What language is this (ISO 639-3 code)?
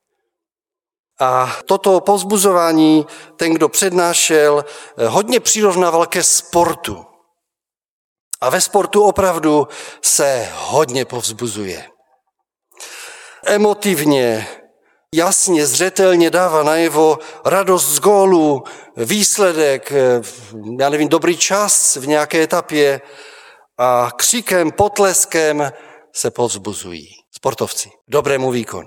ces